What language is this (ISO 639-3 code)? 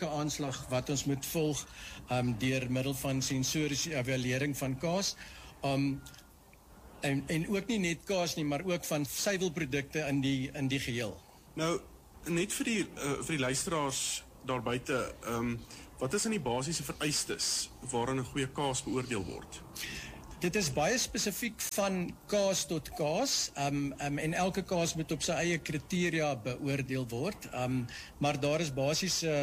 afr